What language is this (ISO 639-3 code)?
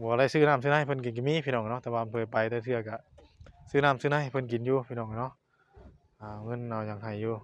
tts